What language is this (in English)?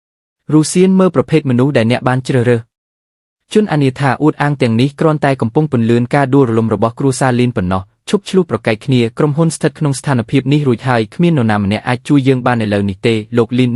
Khmer